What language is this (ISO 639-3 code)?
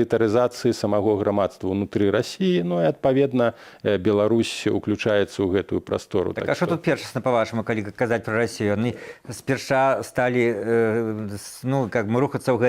bel